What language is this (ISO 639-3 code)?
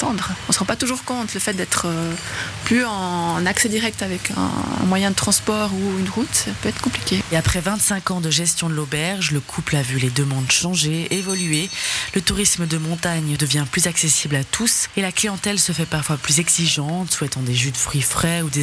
fra